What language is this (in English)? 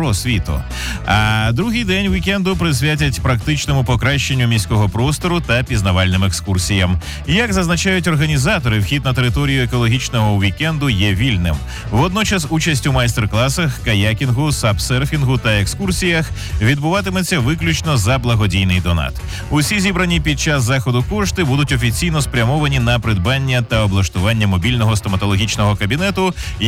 Ukrainian